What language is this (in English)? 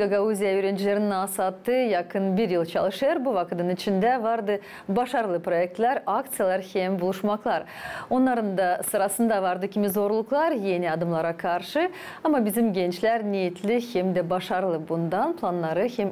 Gagauz